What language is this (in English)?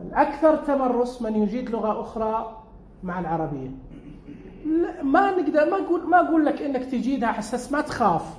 Najdi Arabic